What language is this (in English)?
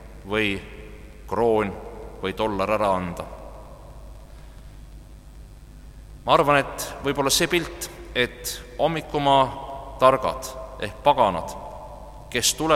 Estonian